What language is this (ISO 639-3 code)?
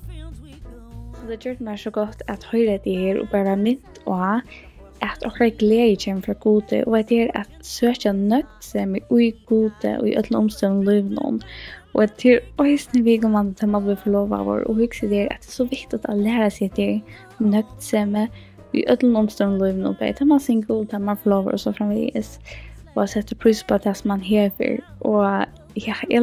fao